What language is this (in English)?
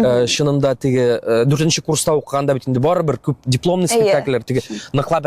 Tatar